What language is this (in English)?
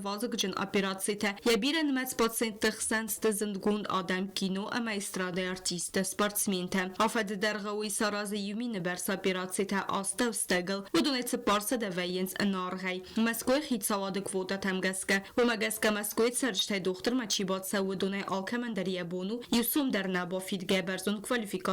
Ossetic